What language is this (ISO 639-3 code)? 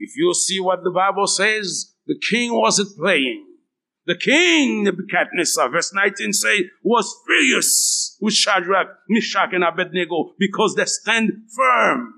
hat